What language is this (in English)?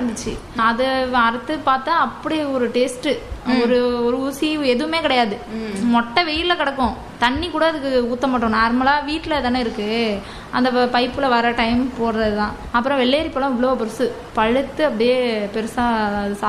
Tamil